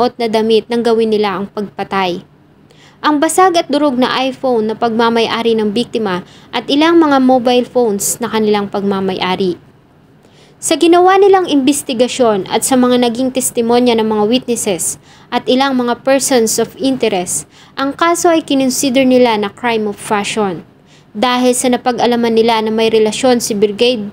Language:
Filipino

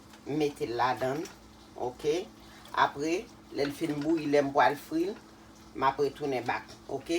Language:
Haitian Creole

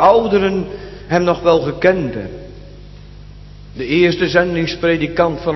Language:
Dutch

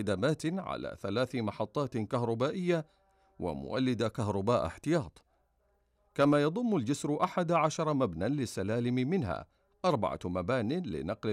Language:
Arabic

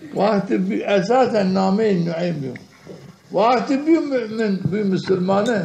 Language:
Zaza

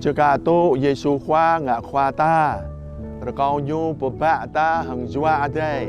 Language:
Jarai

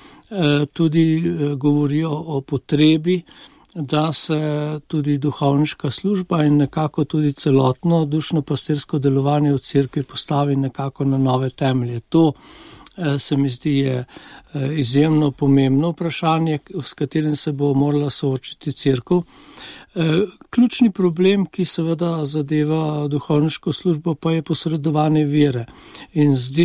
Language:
Slovenian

